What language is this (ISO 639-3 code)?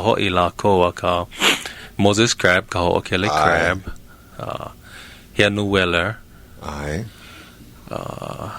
haw